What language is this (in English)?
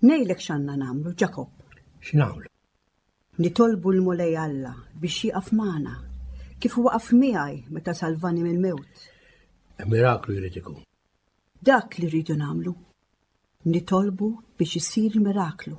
Maltese